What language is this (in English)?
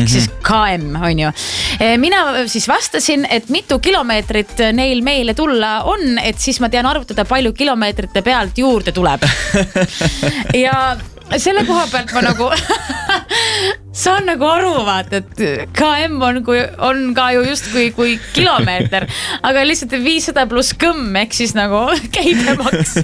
Estonian